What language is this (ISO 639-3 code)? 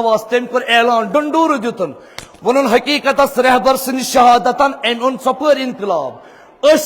kas